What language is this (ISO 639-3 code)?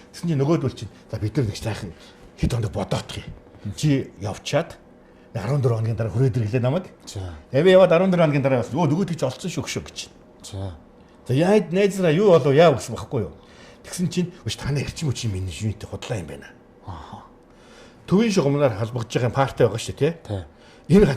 mon